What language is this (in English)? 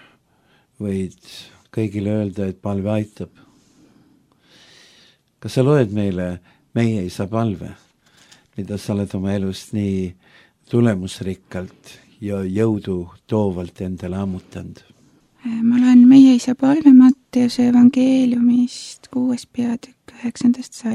Estonian